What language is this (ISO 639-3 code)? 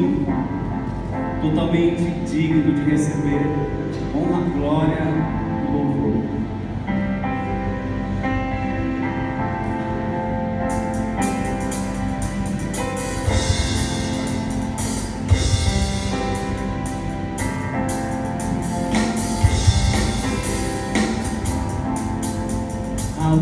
por